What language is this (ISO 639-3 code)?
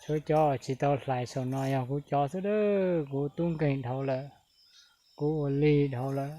hmn